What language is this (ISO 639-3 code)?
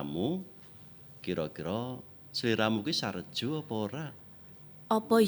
jav